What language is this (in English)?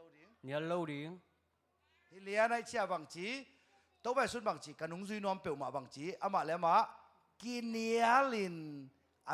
Tedim Chin